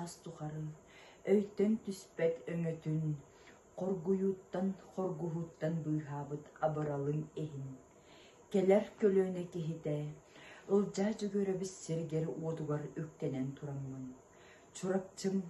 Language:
Yakut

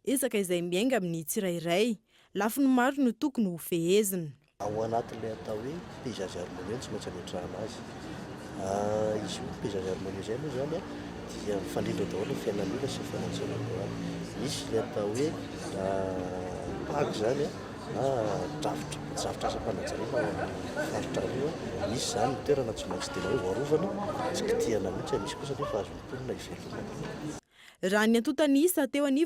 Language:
Malagasy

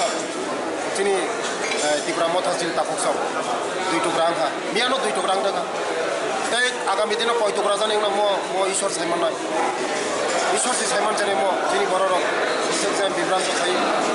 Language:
Kok Borok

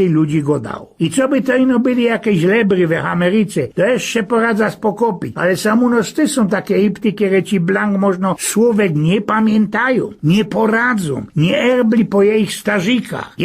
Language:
Silesian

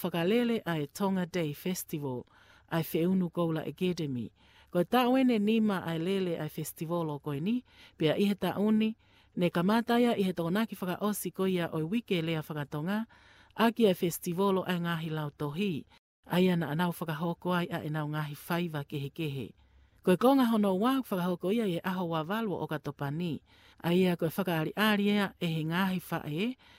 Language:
Tongan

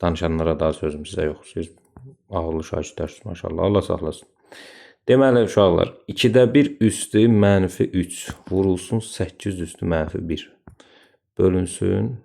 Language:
Azerbaijani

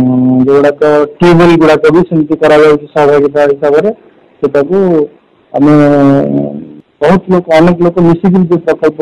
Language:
Odia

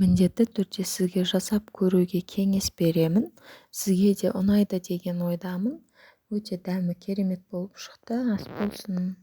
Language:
Kazakh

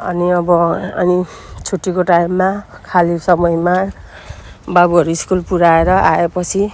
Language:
Nepali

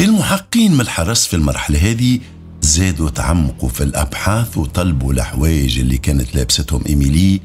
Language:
Tunisian Arabic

